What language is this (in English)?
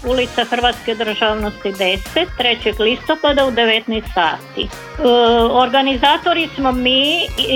Croatian